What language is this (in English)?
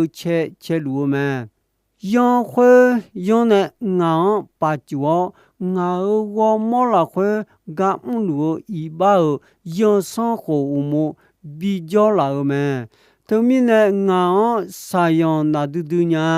Akha